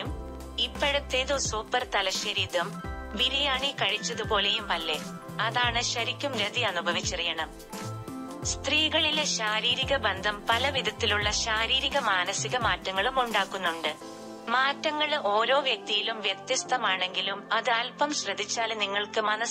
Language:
Malayalam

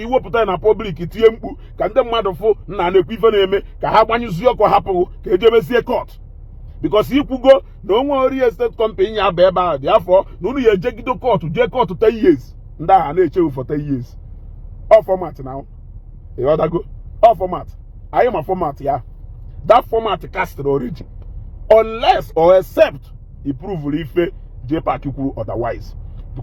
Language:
Igbo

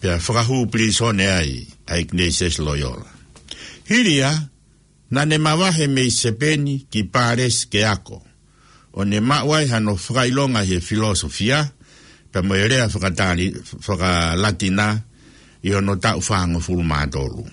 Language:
Tongan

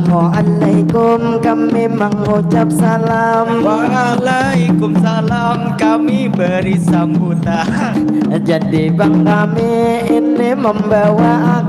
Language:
Banjar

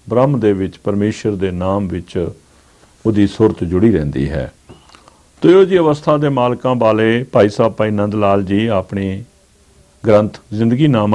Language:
Punjabi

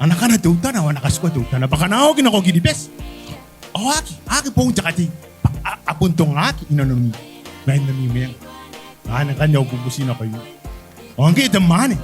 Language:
Gilbertese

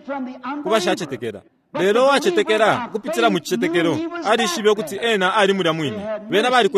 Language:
Bemba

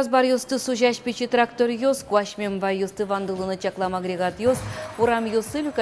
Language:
Udmurt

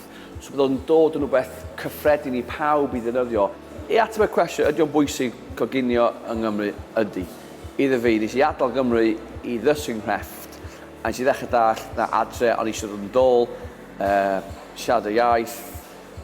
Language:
Welsh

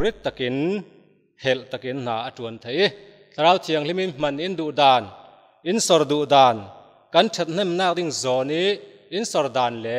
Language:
Falam Chin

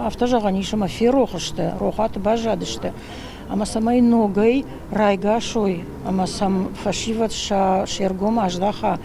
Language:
Ossetic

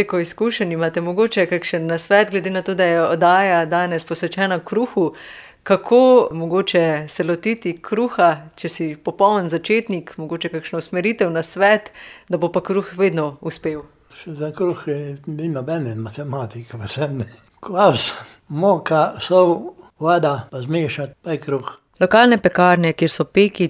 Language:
Slovenian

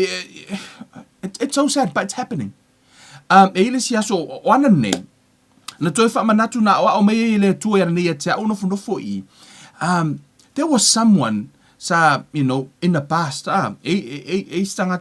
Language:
Samoan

